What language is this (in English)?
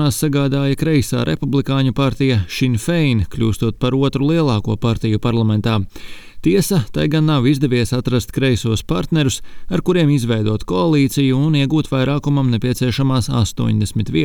Latvian